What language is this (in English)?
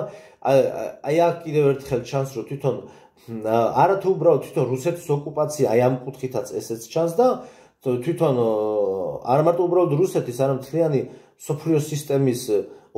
Georgian